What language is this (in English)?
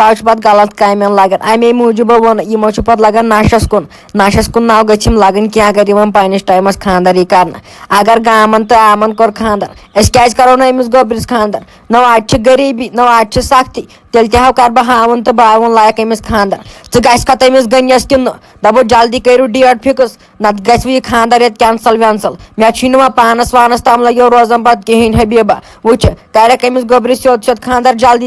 Kashmiri